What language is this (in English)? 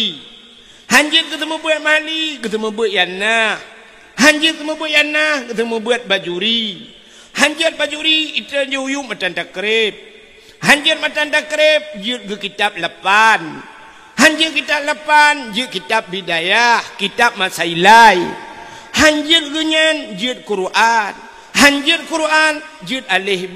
Achinese